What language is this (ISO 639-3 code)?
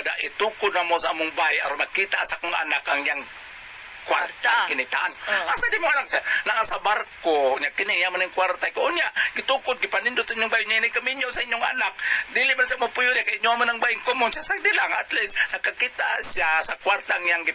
ceb